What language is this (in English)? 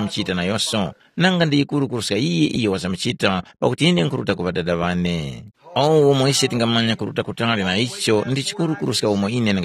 Tumbuka